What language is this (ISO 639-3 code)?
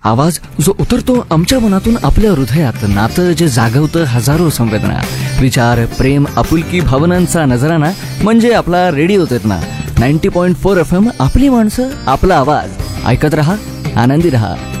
mar